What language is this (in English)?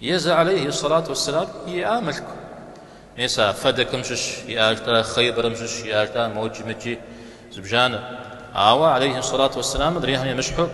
Kabardian